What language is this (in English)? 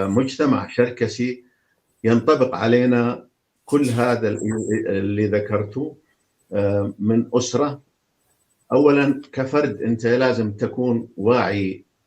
North Levantine Arabic